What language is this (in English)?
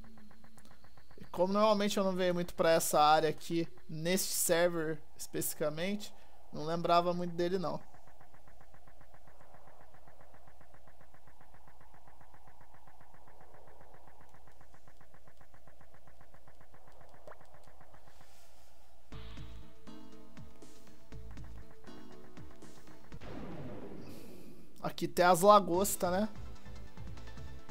Portuguese